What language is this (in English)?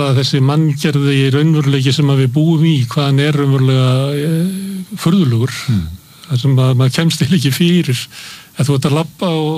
Icelandic